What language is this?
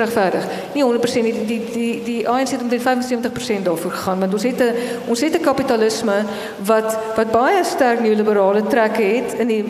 Afrikaans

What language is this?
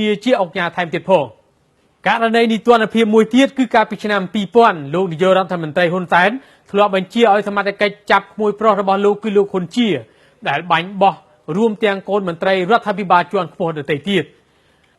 Khmer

